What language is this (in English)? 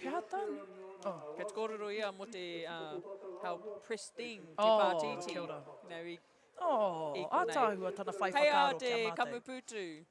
Māori